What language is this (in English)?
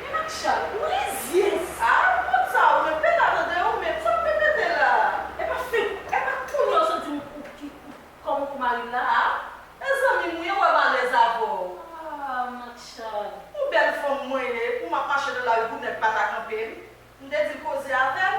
Haitian Creole